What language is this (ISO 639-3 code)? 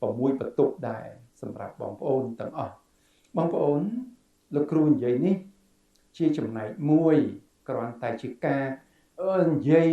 khm